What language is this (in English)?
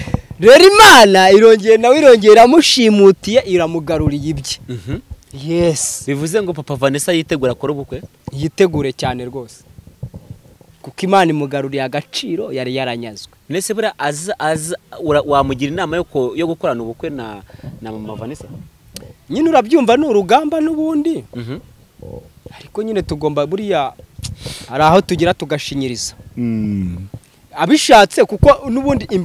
Kinyarwanda